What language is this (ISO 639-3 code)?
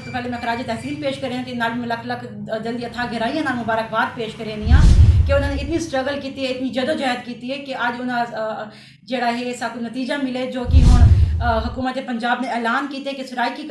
skr